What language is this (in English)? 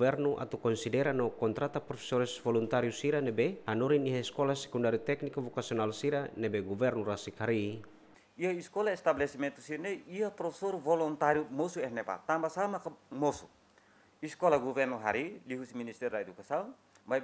Tetum